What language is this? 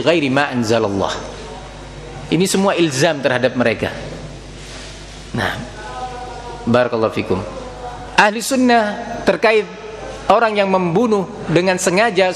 Indonesian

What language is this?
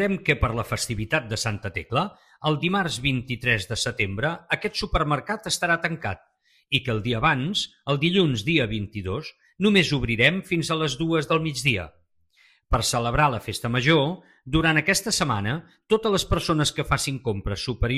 Catalan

